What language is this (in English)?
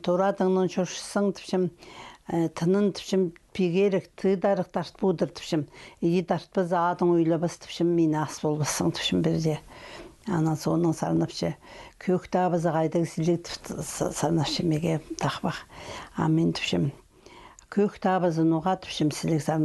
Khakas